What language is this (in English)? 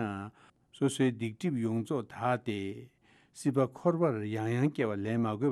Tibetan